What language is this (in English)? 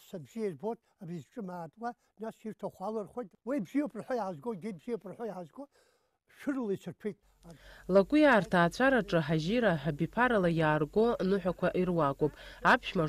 Abkhazian